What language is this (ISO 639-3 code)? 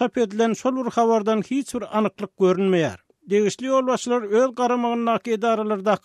tuk